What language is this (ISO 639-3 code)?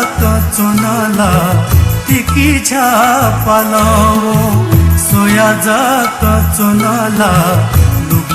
new